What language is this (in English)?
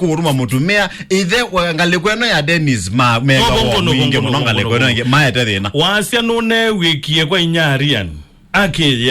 Kamba